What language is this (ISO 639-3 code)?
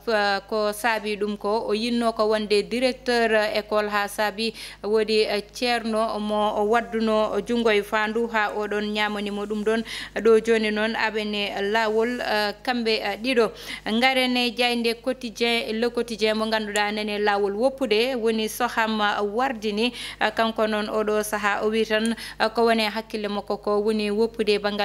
ful